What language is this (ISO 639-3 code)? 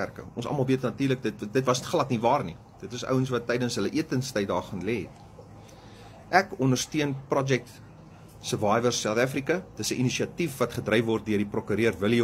afr